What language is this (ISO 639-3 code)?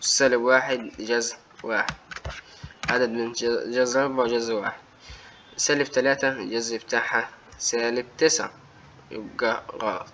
arz